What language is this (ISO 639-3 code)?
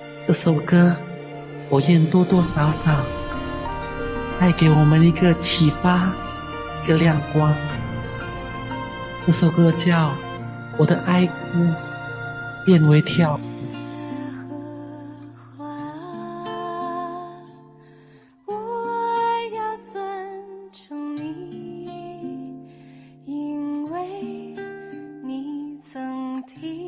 zho